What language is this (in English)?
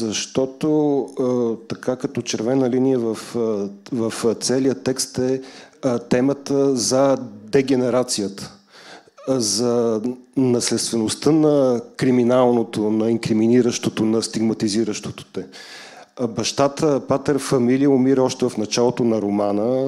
Bulgarian